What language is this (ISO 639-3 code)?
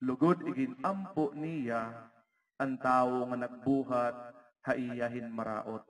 war